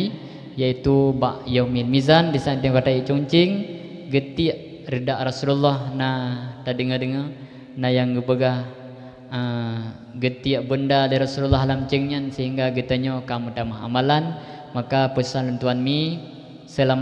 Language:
Achinese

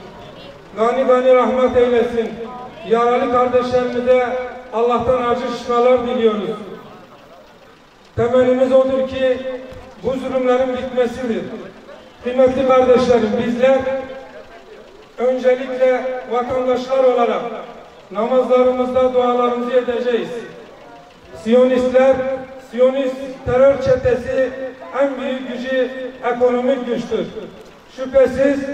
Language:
Turkish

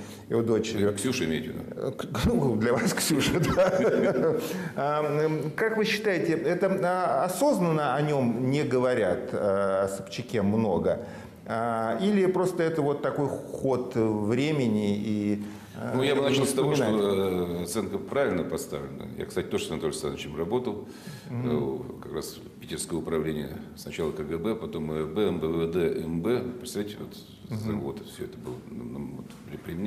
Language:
Russian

